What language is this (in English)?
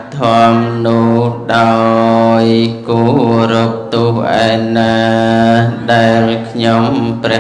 Khmer